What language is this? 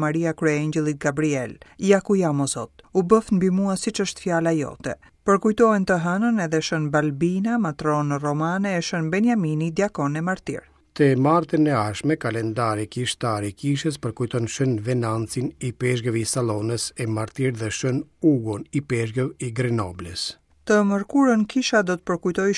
Albanian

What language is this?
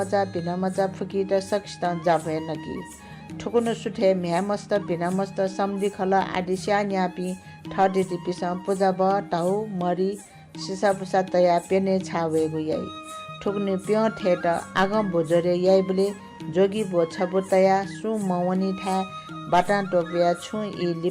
Newari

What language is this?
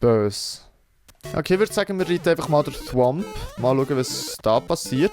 Swiss German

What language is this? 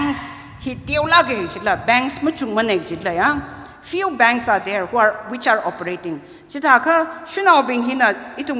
Tangkhul Naga (India)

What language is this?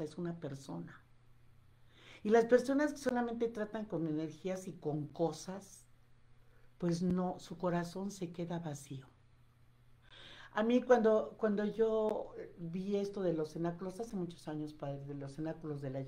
Spanish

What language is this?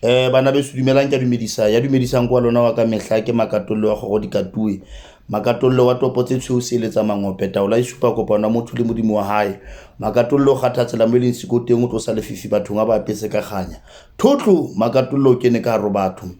Southern Sotho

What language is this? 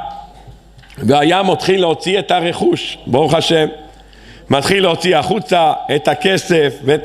Hebrew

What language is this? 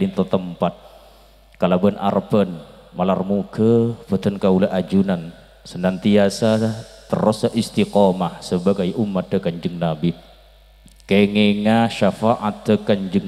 Madurese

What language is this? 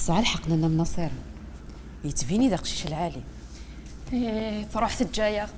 Kabyle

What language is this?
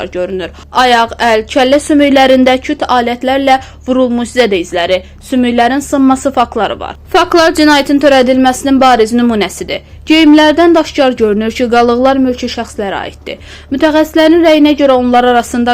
Azerbaijani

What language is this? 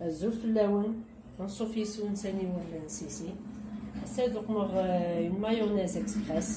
Kabyle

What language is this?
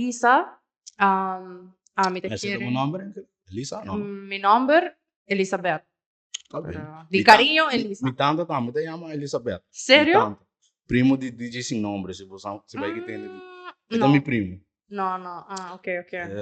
Papiamento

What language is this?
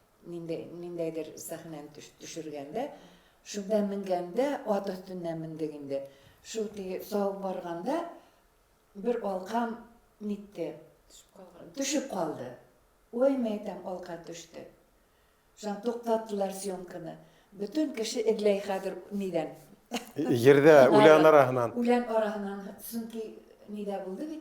Bashkir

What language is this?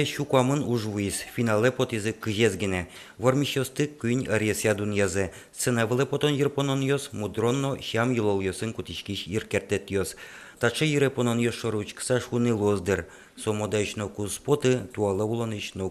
Udmurt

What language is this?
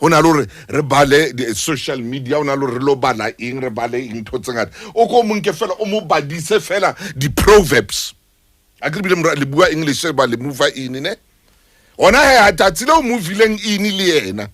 Southern Sotho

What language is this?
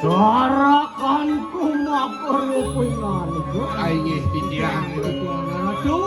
Balinese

